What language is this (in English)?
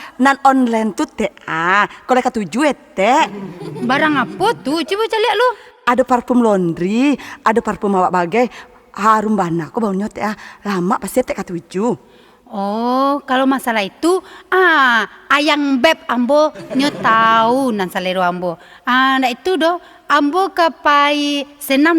Minangkabau